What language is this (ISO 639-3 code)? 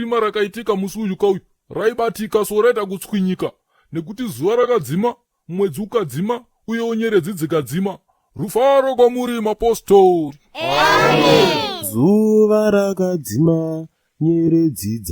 sna